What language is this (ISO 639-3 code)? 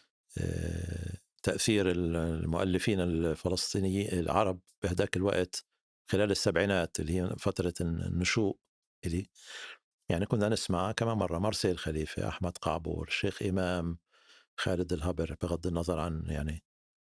apc